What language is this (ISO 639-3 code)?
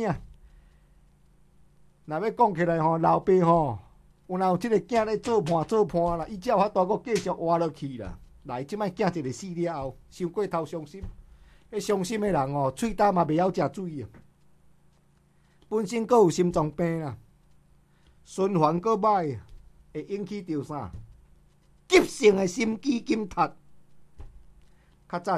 nan